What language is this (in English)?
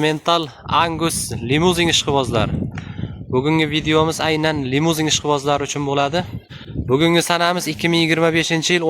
Uzbek